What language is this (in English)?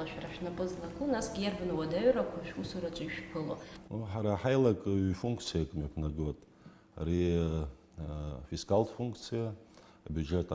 Abkhazian